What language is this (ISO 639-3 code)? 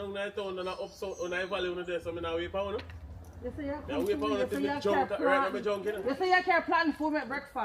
jam